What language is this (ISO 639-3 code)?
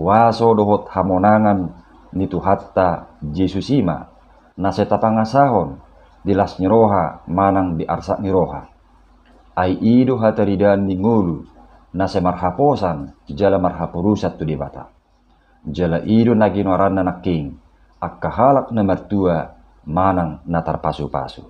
bbc